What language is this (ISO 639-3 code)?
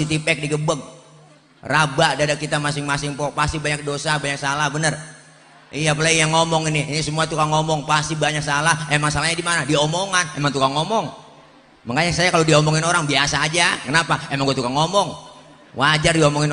bew